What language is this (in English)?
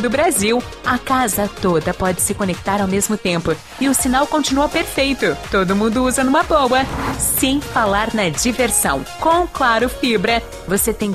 Portuguese